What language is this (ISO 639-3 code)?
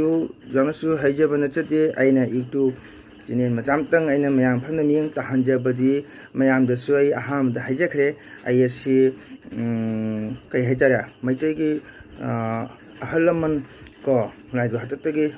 mni